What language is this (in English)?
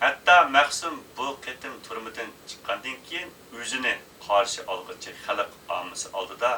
Uyghur